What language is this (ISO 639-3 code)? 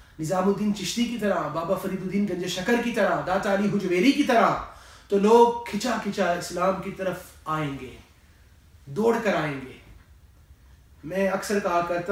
urd